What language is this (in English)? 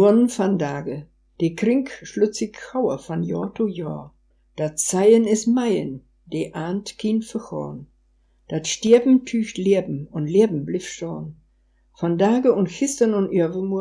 Westphalien